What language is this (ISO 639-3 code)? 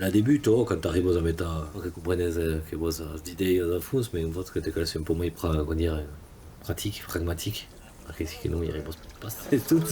oci